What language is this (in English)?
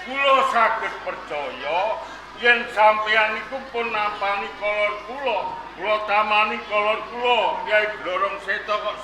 Javanese